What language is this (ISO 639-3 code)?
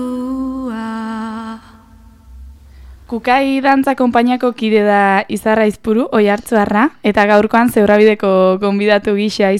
eus